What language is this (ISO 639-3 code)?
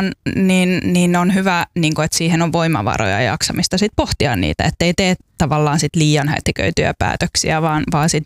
fin